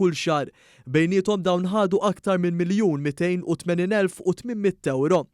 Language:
Maltese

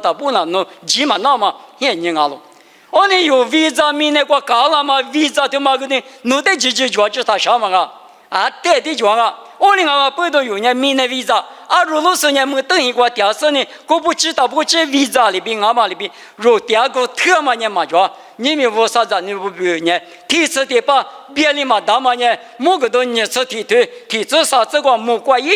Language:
Lisu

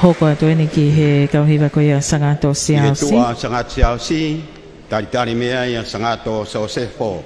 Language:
Tongan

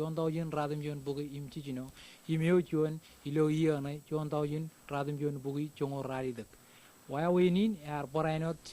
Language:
Marshallese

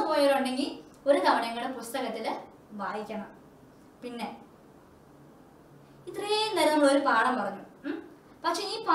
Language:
Malayalam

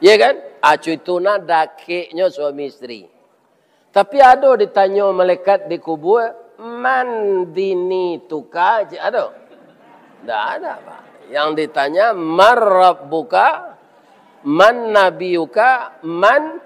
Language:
Minangkabau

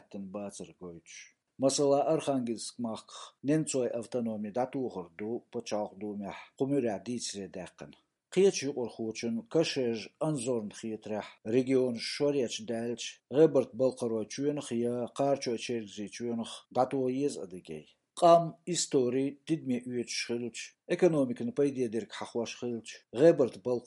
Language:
Chechen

